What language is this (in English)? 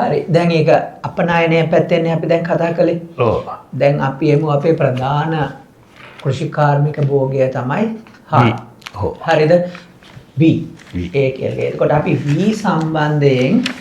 Sinhala